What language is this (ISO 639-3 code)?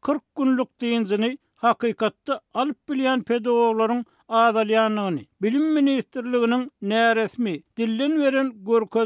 tuk